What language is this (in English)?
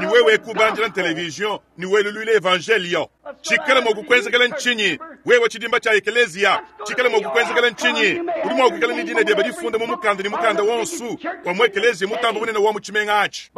Luba-Lulua